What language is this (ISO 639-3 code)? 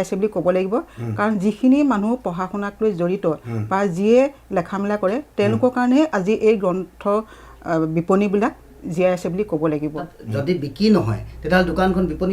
asm